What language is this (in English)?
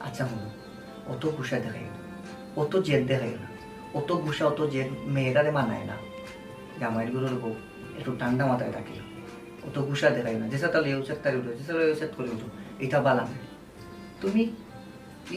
Sylheti